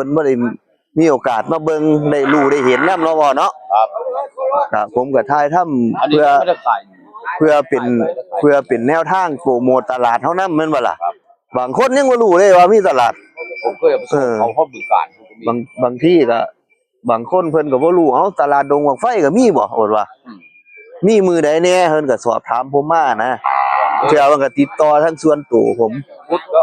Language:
Northeastern Thai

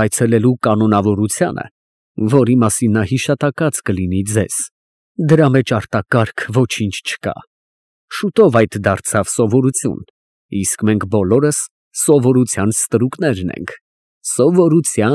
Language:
Armenian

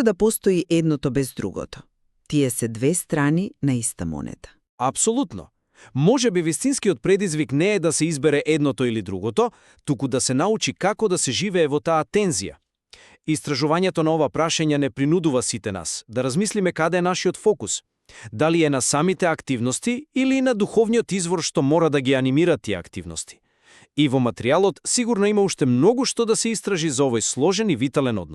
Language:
Macedonian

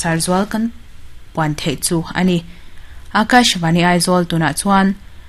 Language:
Mizo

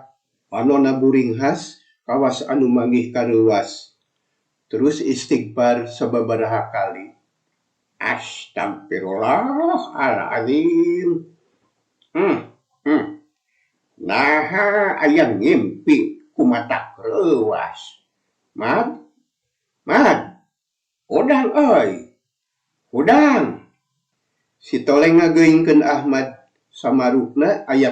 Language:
Sundanese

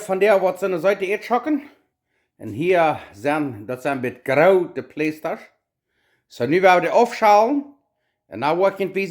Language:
Plautdietsch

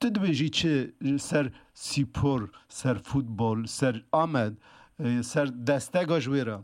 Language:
Kurdish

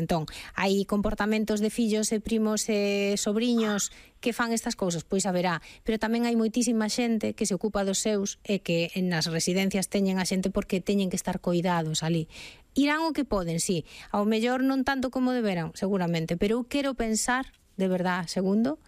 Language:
Galician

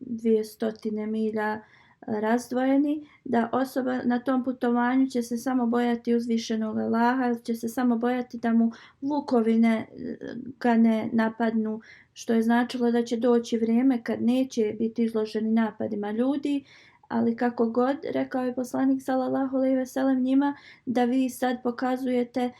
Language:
Bosnian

